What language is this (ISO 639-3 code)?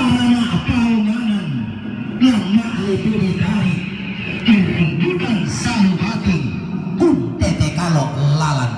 sda